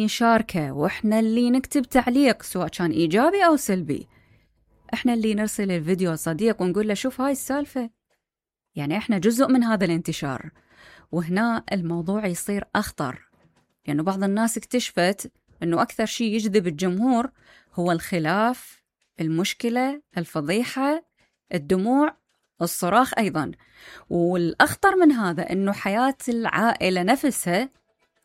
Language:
Mesopotamian Arabic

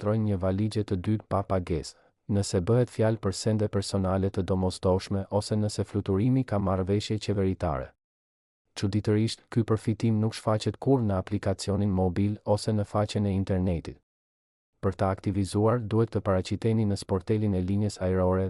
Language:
Albanian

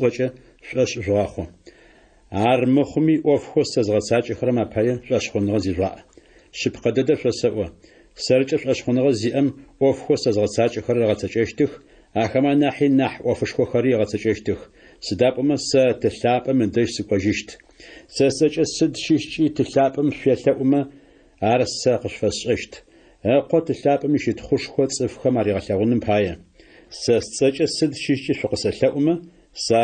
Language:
Adyghe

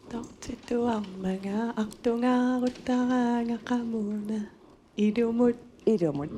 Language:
Kalaallisut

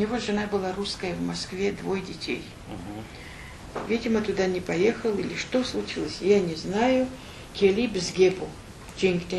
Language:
Crimean Tatar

